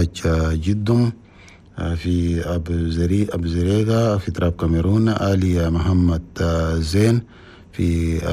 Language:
Chadian Arabic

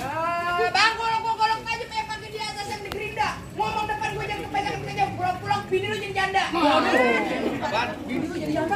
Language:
Betawi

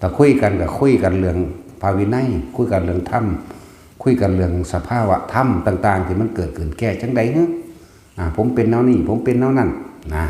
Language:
Northeastern Thai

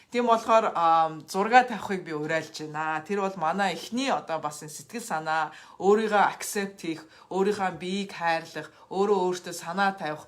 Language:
Mongolian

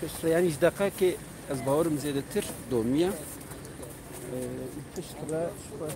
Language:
Kurdish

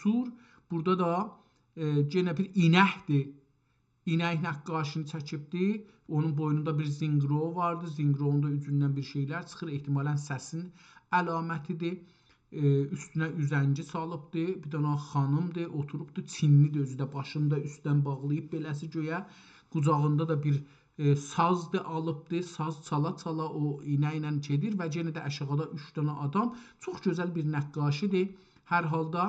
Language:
South Azerbaijani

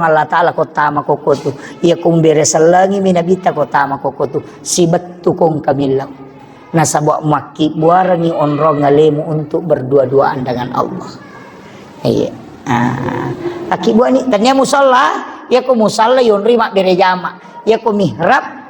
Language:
Buginese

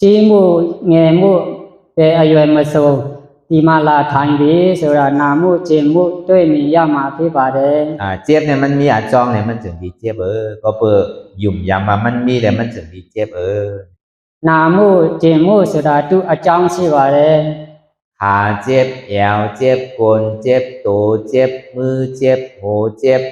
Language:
Shan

